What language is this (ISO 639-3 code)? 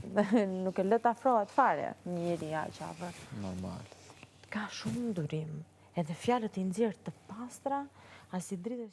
sqi